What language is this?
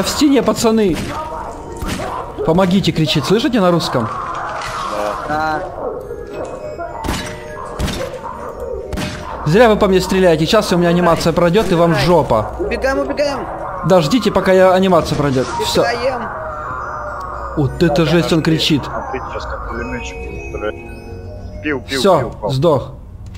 Russian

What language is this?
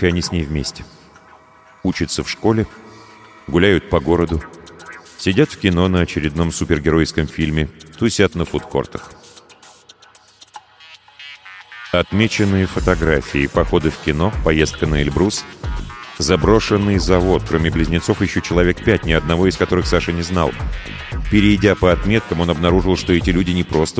Russian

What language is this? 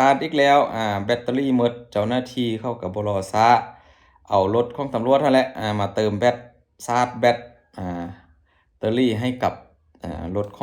Lao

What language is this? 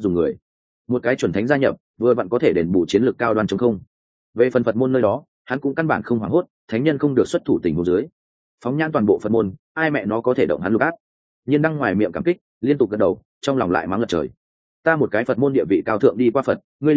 Vietnamese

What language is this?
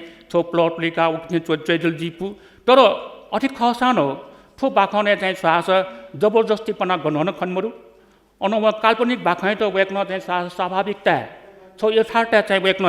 Newari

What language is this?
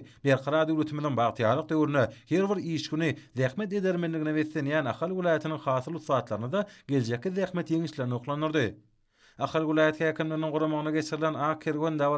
Turkmen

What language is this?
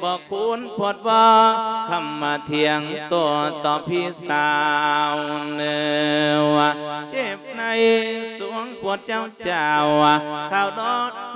Lao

